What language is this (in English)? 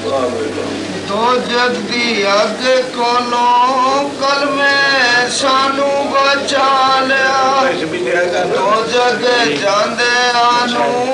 Punjabi